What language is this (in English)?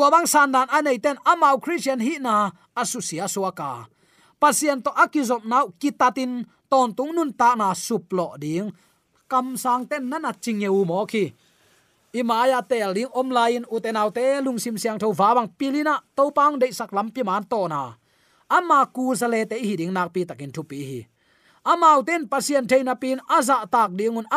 Tedim Chin